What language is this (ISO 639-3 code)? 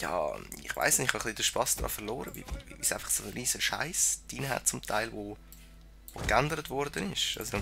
gsw